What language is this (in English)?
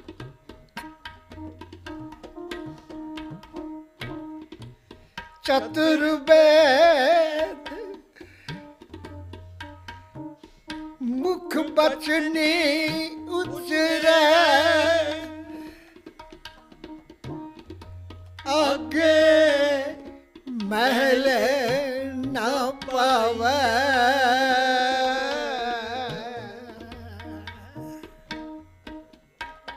Punjabi